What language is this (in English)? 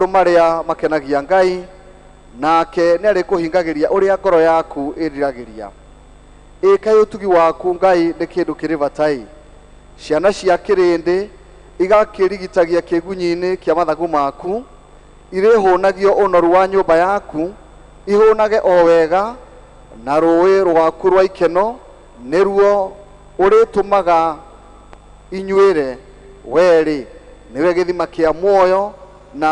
Kikuyu